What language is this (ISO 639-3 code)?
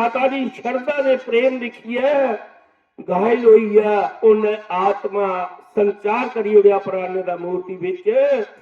doi